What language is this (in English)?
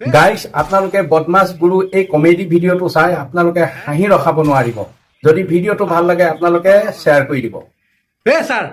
Assamese